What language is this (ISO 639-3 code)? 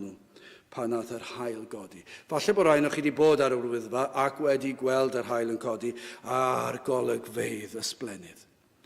cym